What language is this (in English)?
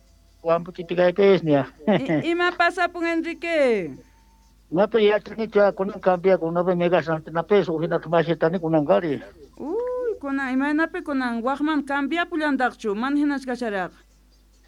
South Bolivian Quechua